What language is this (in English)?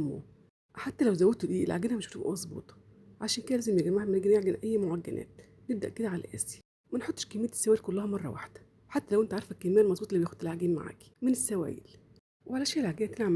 Egyptian Arabic